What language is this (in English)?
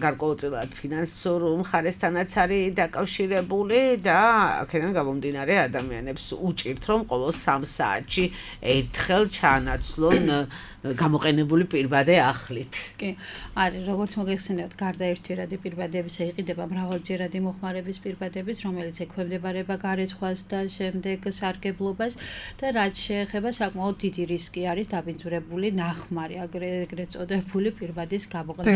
Georgian